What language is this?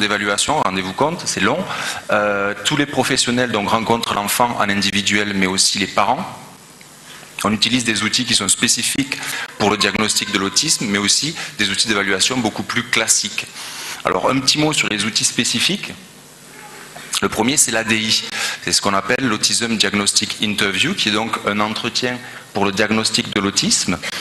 French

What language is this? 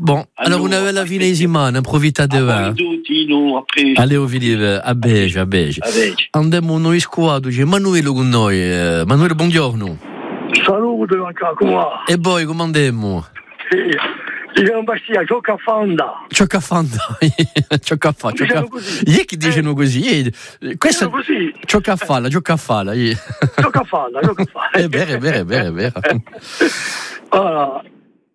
Italian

